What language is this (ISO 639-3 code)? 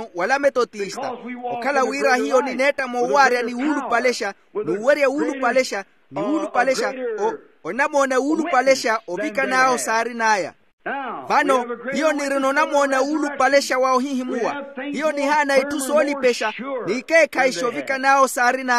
vmw